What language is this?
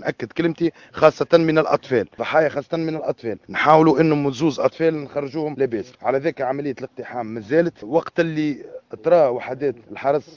Tunisian Arabic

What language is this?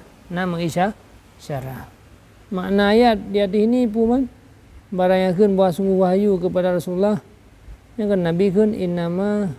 Achinese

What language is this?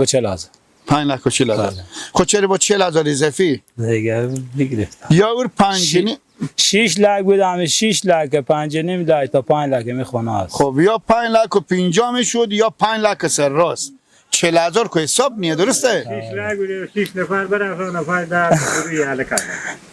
Persian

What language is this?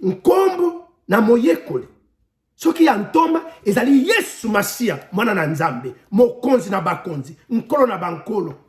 Lingala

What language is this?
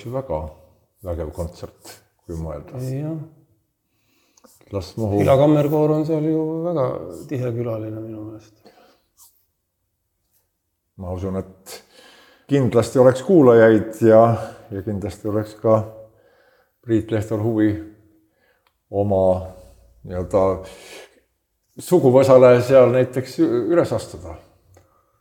Estonian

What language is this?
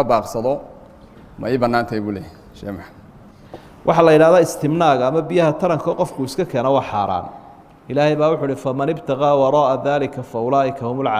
Somali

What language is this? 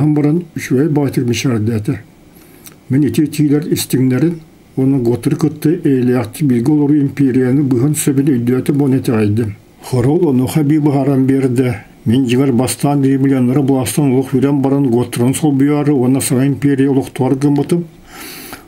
Yakut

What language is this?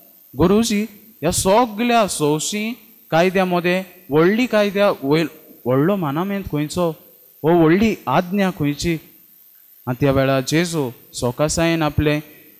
Konkani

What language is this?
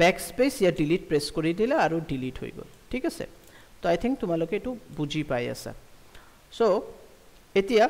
Assamese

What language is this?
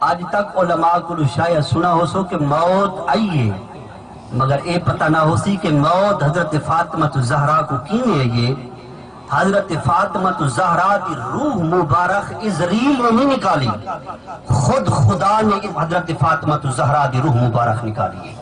Saraiki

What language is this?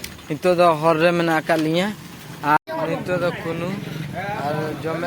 Santali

